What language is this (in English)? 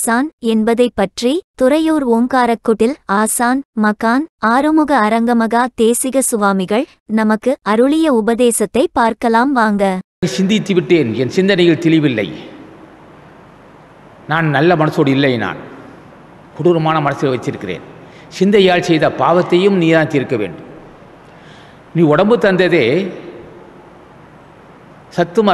Tamil